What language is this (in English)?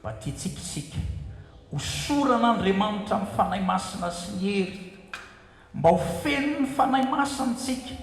Malagasy